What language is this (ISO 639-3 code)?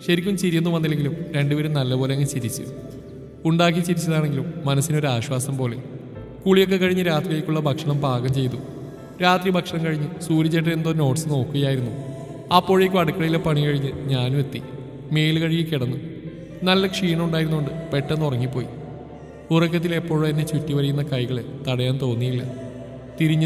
mal